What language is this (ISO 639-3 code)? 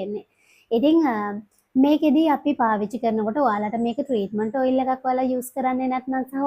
sin